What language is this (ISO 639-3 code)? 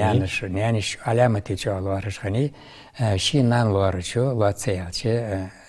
inh